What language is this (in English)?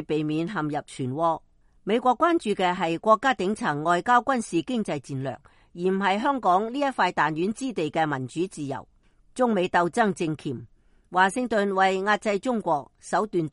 Cantonese